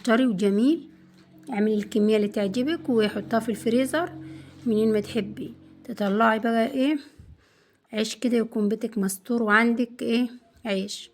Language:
Egyptian Arabic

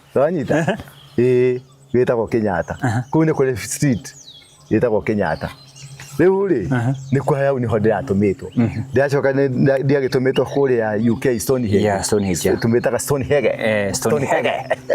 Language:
Kikuyu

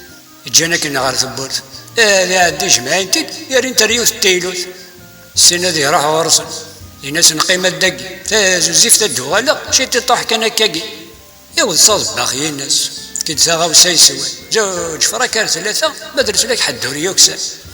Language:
Kabyle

